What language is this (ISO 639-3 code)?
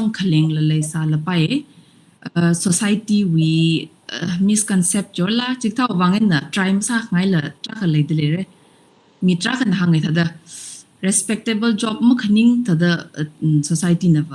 nmf